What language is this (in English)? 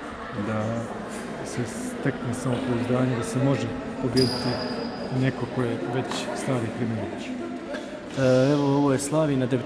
Bosnian